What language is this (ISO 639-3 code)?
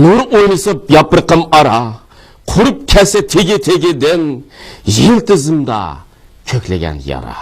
uig